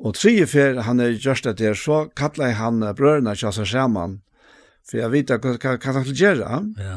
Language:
Faroese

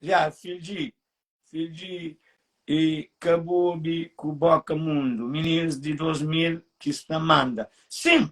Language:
Kabuverdianu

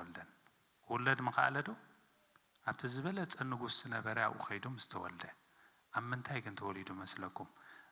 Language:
Tigrinya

